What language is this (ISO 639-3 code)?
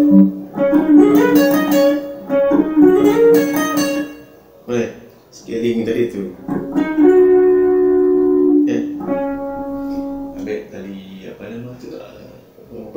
msa